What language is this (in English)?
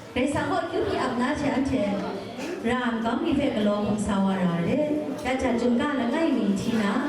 Kachin